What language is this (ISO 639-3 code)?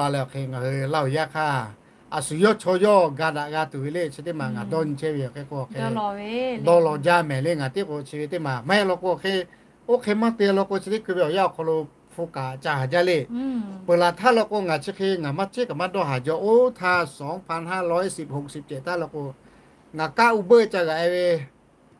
lhu